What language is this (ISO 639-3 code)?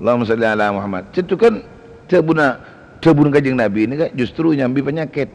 mad